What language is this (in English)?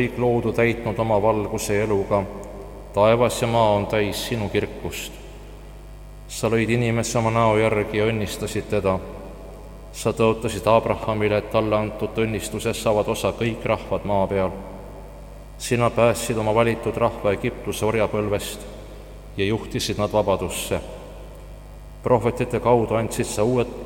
Estonian